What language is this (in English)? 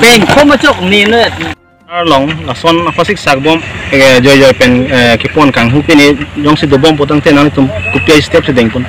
Karbi